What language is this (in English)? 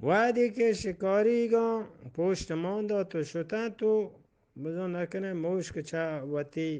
Eastern Balochi